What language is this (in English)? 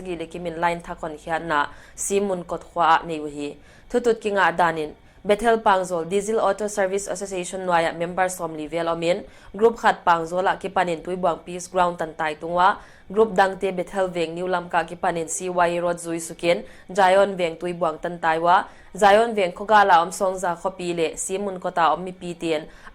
Paite Chin